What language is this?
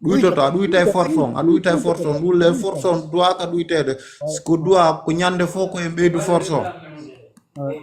Fula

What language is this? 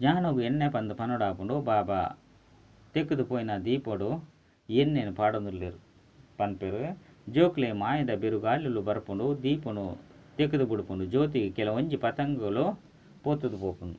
Tulu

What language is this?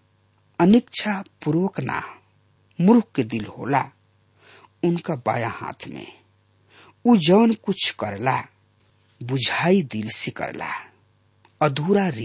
Bhojpuri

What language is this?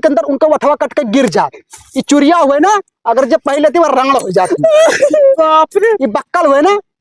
Awadhi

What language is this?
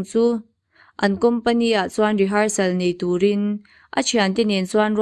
Mizo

